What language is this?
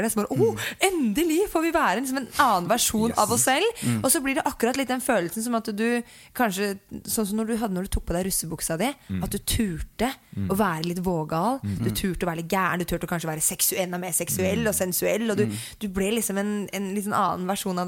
Norwegian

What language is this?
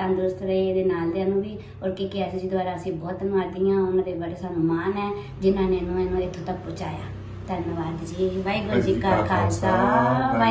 Punjabi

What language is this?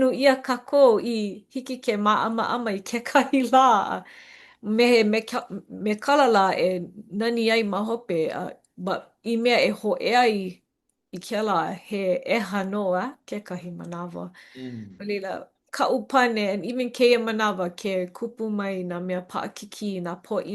Hawaiian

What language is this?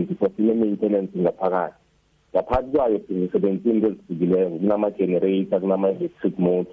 South Ndebele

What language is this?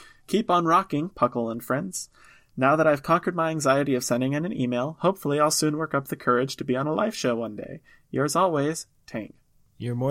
English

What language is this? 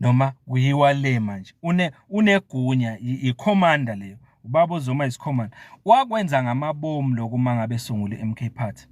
Zulu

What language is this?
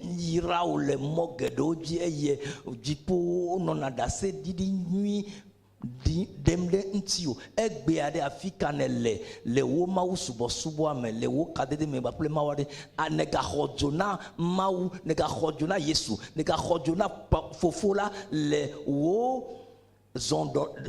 Ewe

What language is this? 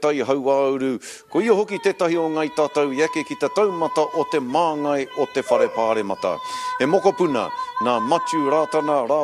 Māori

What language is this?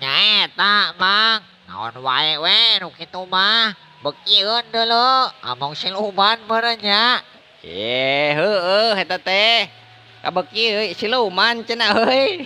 Sundanese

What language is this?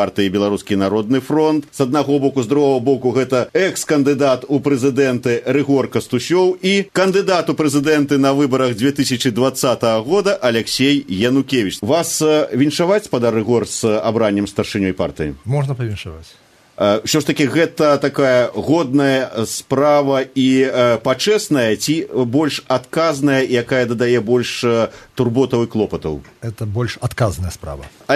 Belarusian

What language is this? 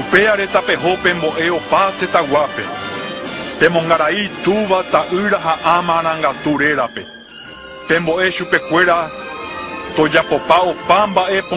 Guarani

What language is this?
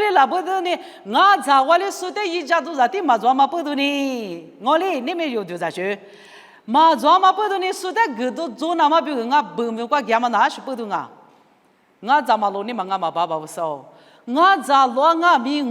Lisu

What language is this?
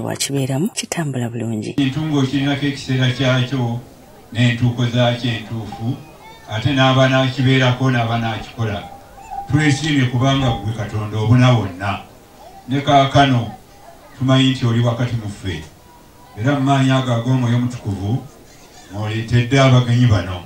Ganda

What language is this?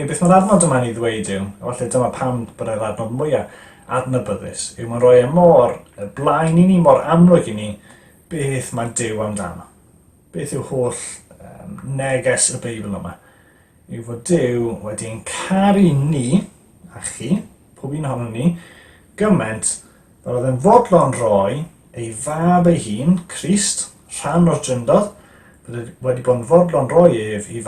Welsh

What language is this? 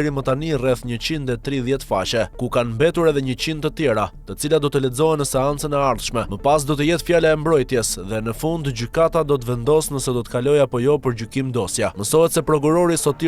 Albanian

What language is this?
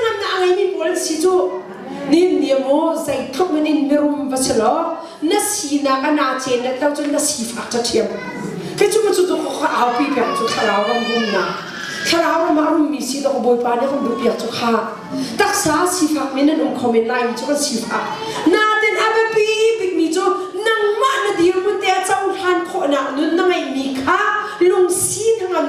Hakha Chin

